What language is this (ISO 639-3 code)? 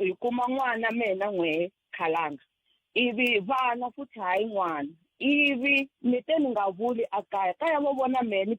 tso